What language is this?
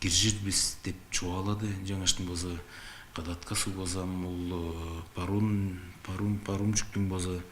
Tuvinian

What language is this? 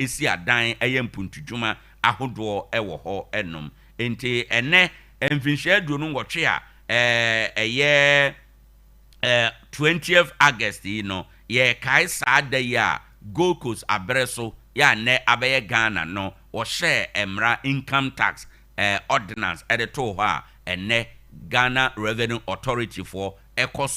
Akan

